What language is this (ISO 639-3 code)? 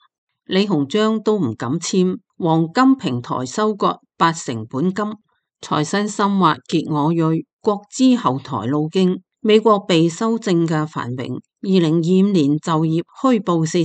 yue